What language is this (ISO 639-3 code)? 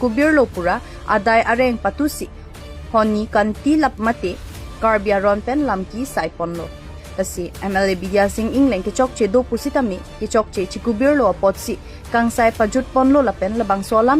mjw